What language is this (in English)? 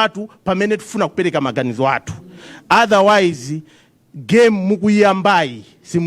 Nyanja